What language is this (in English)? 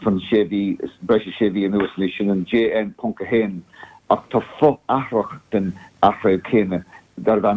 Irish